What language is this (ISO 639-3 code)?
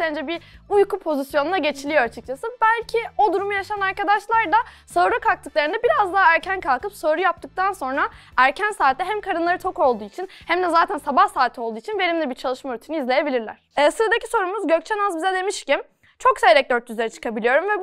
tur